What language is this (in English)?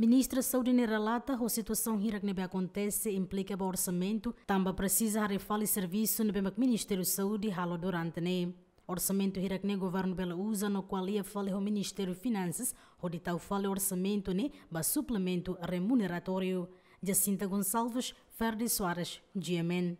Tetum